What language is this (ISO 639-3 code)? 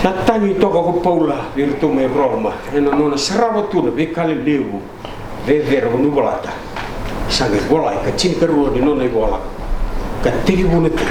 fij